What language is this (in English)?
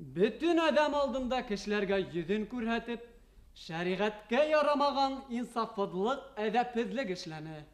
Bashkir